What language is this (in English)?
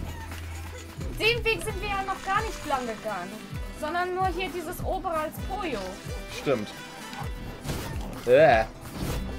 German